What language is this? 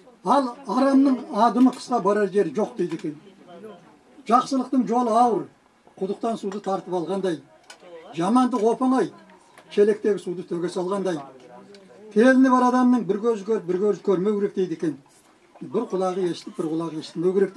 Kazakh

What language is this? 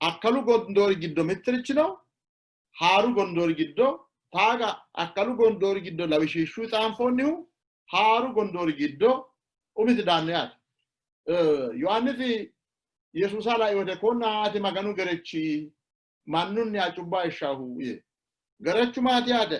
Sidamo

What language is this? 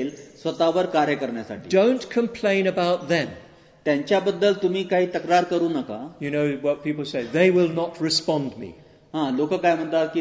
Marathi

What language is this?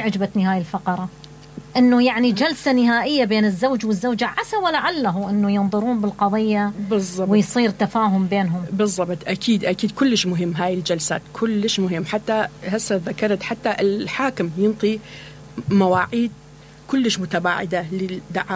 Mesopotamian Arabic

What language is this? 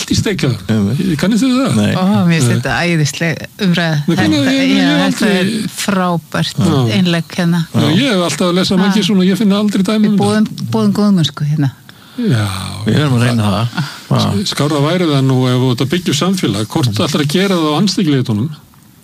Icelandic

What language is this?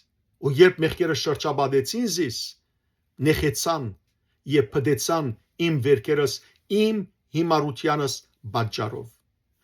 Western Armenian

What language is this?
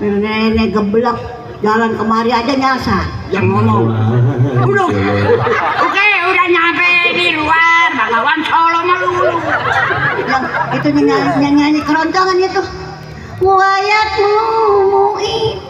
Betawi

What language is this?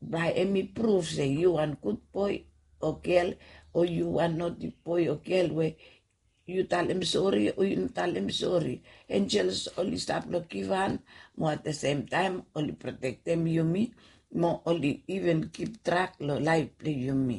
Bislama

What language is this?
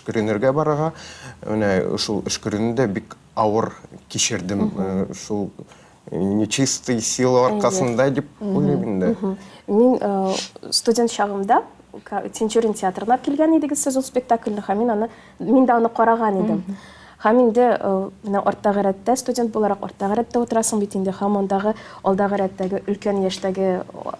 Tatar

